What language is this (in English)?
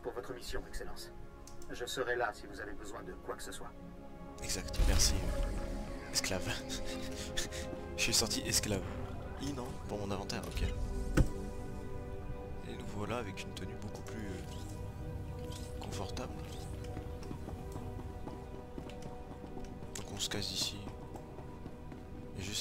French